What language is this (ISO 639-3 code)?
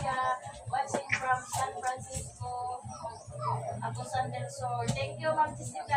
ceb